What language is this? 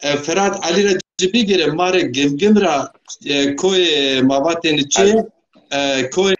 Zaza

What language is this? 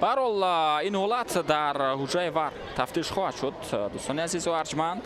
Tajik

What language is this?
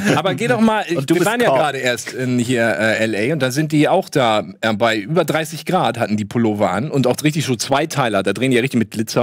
German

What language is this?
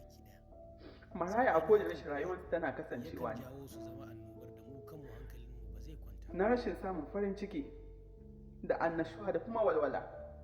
Hausa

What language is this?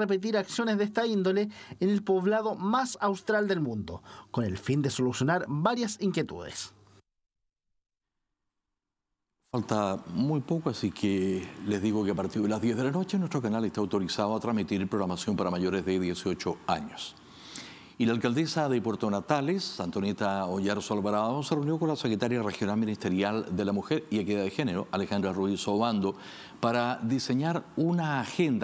Spanish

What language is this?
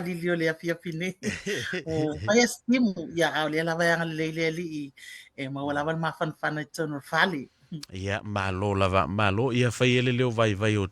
Samoan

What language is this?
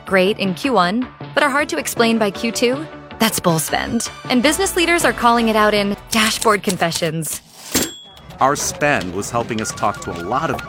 English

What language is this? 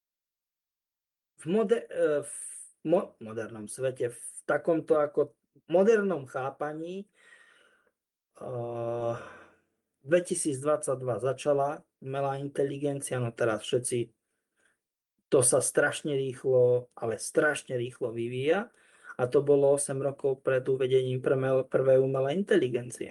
Slovak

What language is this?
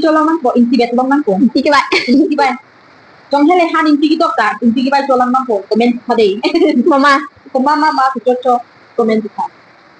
Karbi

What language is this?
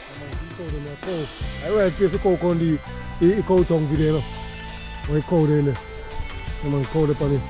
Jamaican Creole English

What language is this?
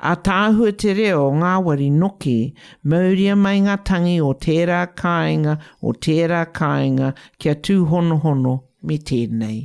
Māori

